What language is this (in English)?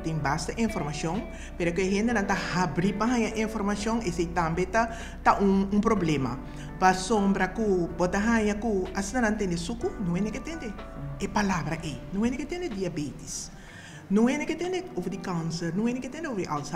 Papiamento